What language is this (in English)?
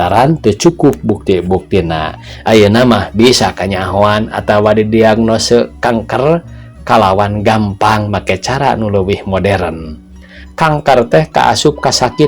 Sundanese